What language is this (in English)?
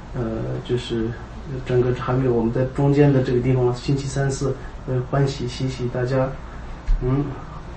Chinese